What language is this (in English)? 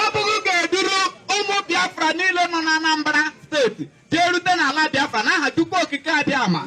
Igbo